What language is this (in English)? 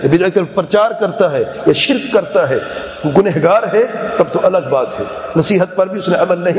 Urdu